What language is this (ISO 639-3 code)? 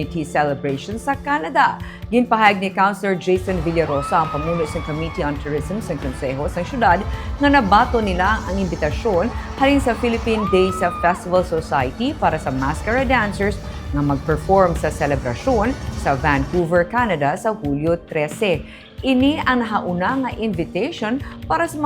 hil